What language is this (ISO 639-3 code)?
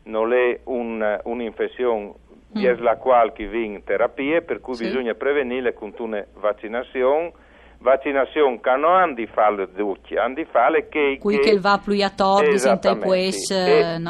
fur